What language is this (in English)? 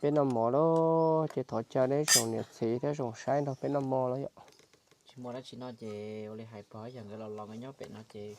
Hmong